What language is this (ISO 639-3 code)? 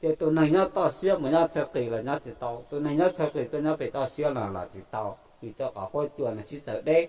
hmn